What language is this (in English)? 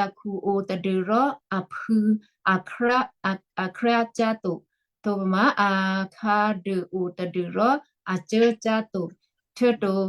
Western Kayah